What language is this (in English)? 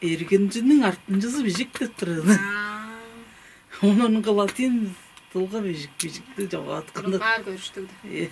Tuvinian